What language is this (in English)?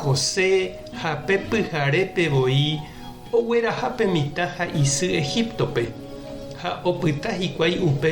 Guarani